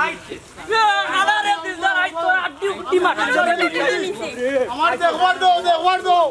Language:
Sylheti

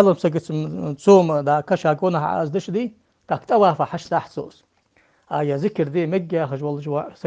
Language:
Ingush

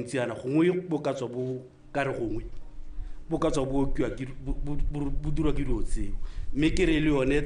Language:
Tswana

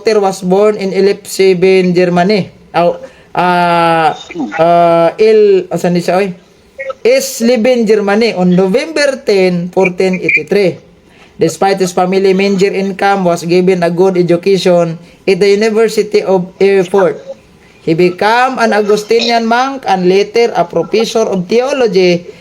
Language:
Cebuano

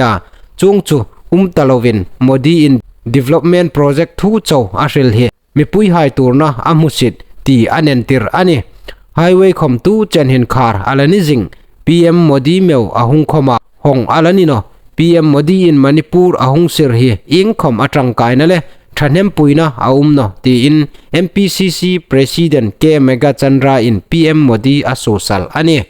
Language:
Hmar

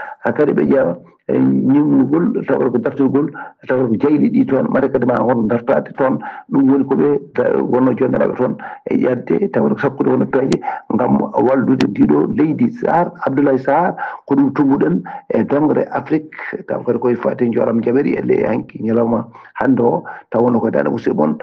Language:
Fula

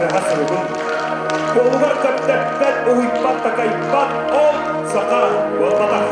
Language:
Yakut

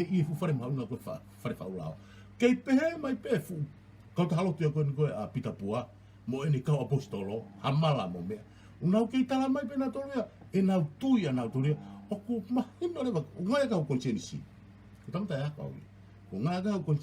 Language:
Tongan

